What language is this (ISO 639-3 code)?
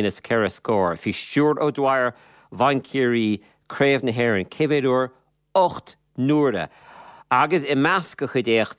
gle